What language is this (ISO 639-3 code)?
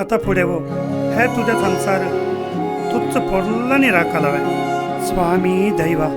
kok